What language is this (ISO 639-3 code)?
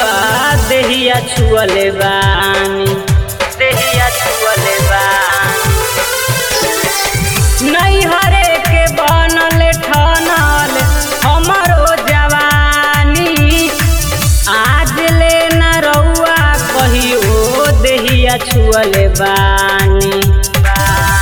bho